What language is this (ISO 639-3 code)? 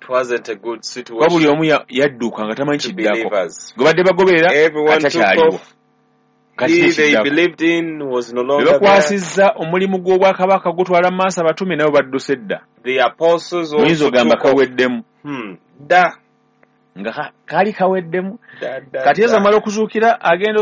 lug